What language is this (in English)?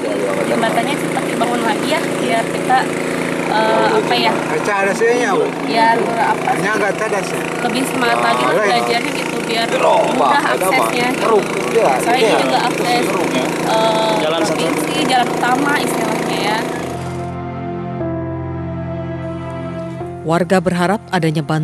Indonesian